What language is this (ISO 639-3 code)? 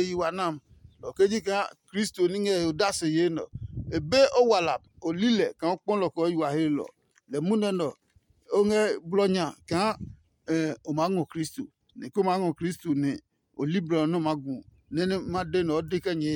ada